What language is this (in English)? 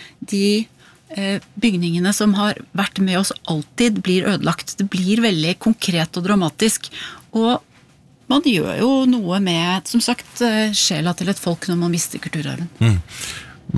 Norwegian